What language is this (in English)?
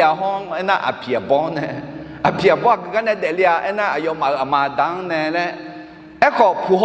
Akha